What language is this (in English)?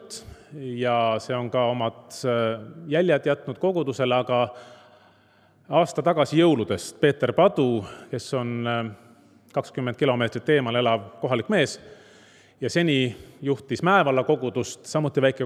Estonian